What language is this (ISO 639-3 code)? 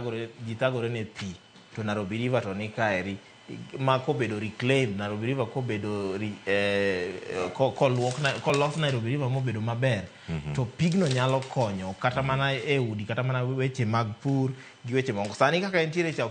luo